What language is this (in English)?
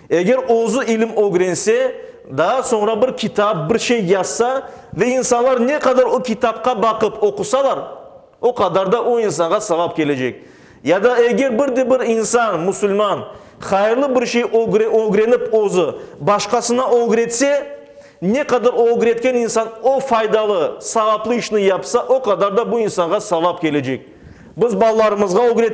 Crimean Tatar